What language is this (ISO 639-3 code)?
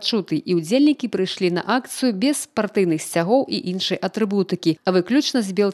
bel